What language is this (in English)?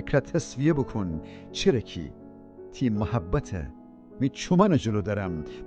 Gilaki